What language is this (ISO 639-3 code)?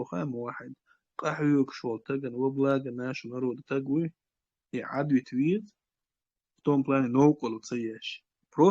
che